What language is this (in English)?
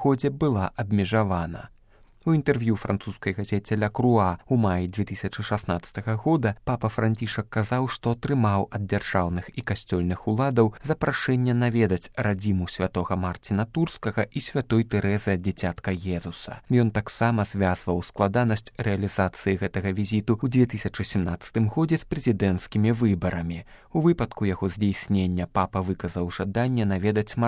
Belarusian